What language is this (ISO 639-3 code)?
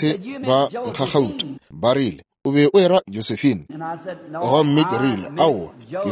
nso